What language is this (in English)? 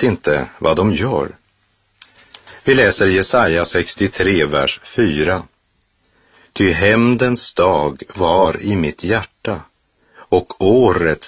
Swedish